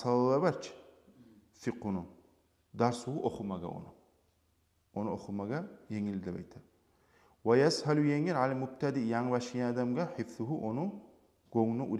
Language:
Kumyk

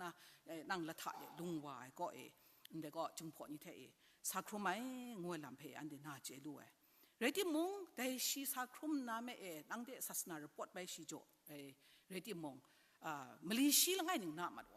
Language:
Kachin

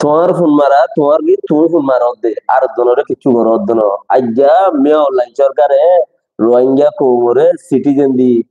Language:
Rohingya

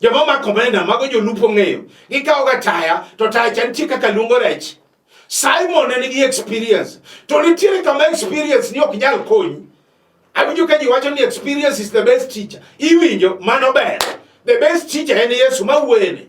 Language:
Luo (Kenya and Tanzania)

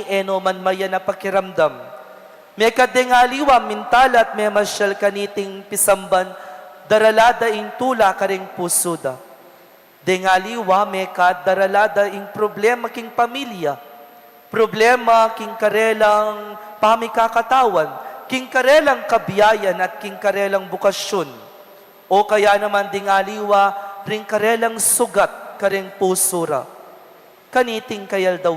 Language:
Pampanga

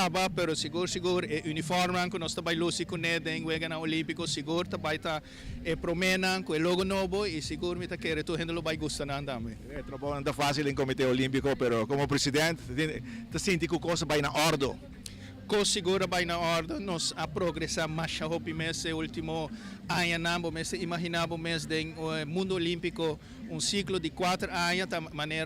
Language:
Papiamento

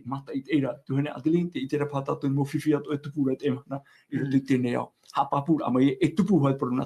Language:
Tahitian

